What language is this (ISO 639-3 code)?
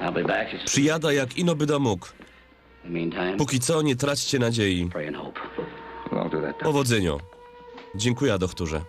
szl